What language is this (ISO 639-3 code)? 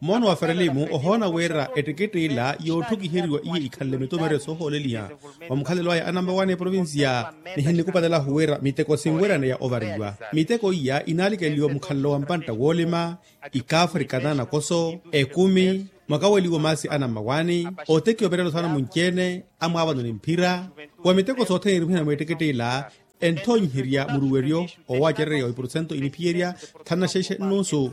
vmw